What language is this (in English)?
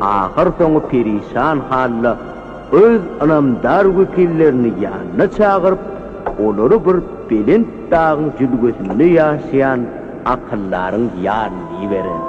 Turkmen